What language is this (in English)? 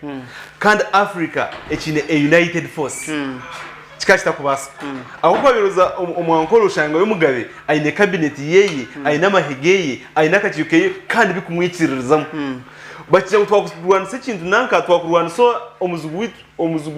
Nyankole